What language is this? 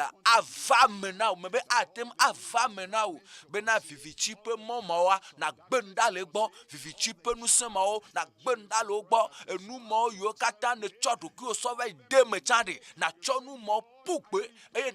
Ewe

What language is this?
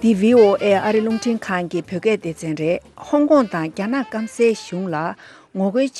Tibetan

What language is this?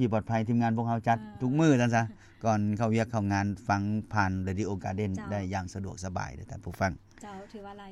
Lao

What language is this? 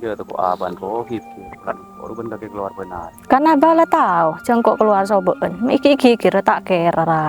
Madurese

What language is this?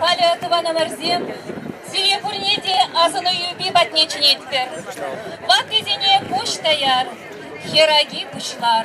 Chuvash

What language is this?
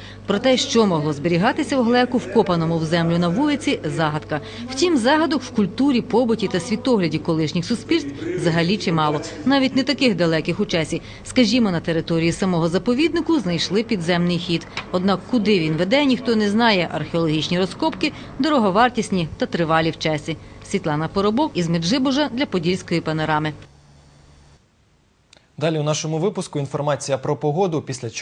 Ukrainian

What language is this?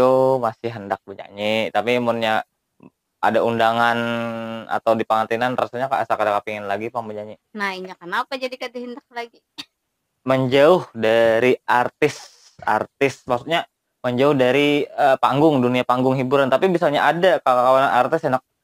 Banjar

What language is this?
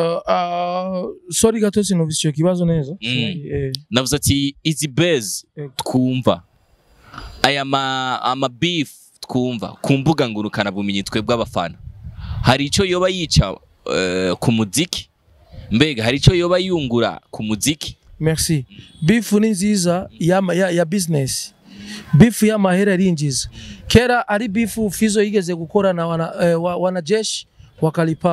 Rundi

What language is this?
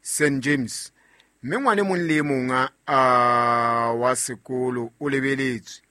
Southern Sotho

